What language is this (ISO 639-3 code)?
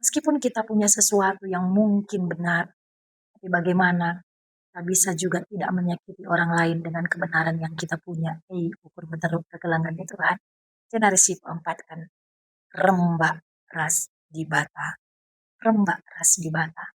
btx